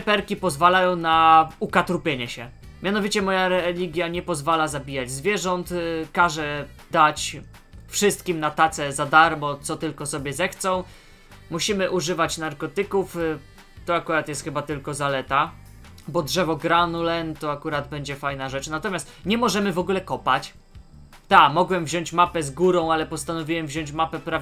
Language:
Polish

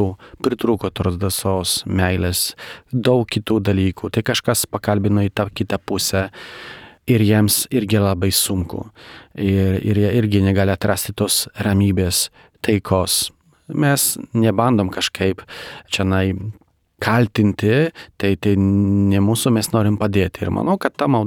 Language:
Lithuanian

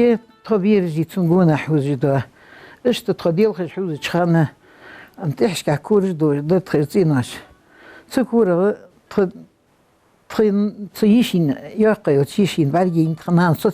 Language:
Ingush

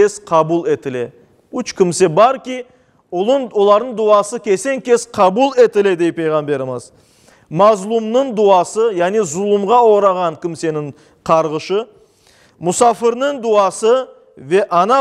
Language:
Crimean Tatar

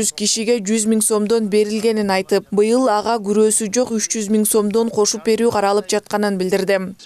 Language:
Kyrgyz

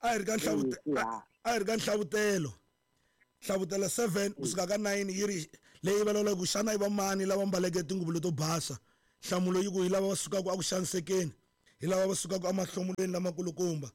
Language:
Tsonga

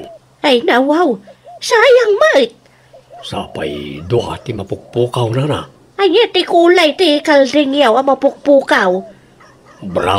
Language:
Iloko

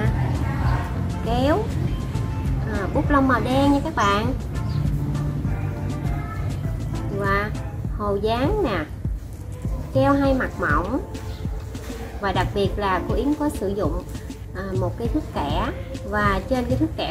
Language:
Vietnamese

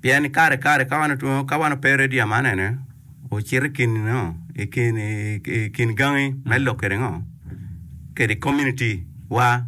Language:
Acoli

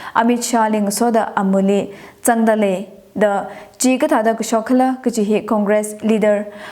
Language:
Tangkhul Naga (India)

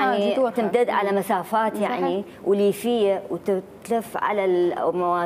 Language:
Mesopotamian Arabic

